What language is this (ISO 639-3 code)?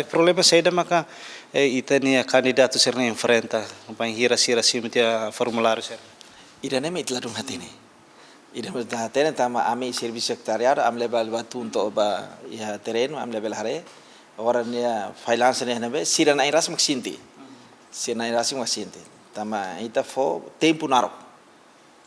tet